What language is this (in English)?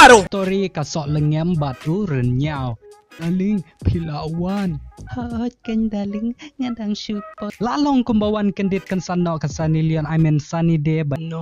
Khasi